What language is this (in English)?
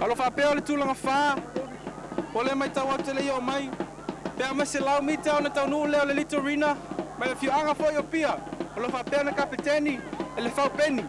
Samoan